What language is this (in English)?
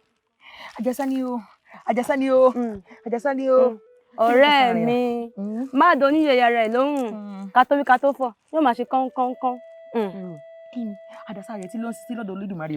Yoruba